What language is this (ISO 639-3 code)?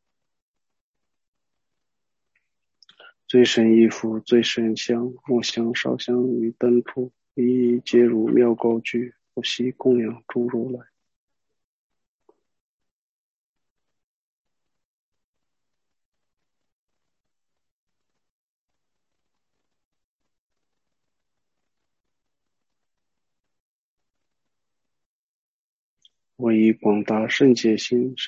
zho